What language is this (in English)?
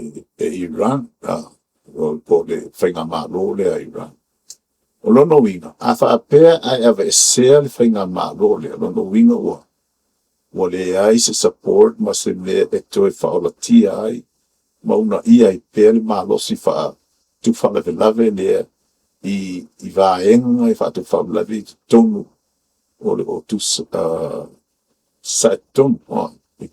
Samoan